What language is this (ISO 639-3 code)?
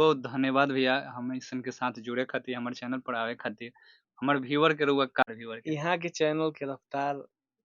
bho